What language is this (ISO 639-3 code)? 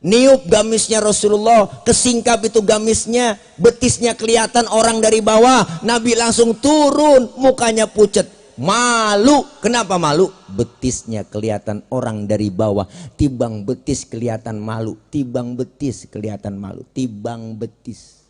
bew